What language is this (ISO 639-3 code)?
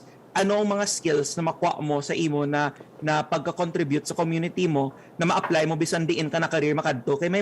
hil